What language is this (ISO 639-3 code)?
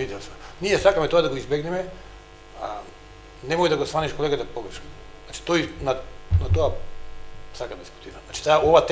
mkd